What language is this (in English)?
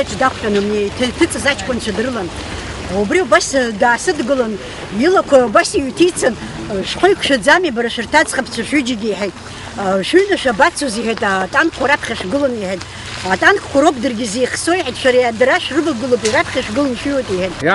Abkhazian